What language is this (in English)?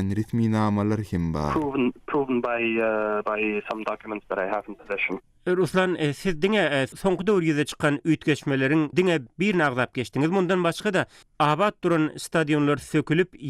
Turkmen